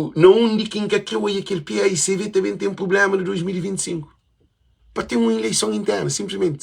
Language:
Kabuverdianu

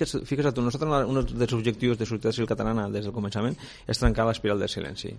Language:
Catalan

